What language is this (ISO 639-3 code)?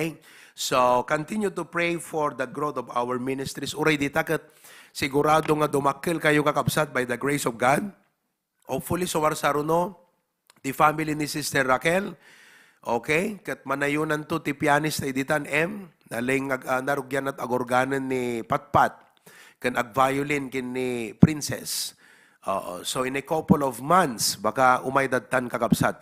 ilo